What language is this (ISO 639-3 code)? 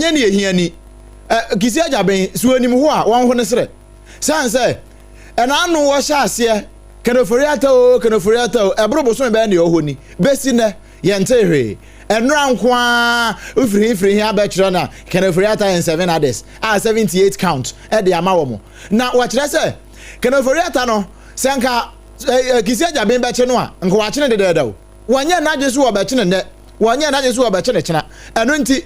aka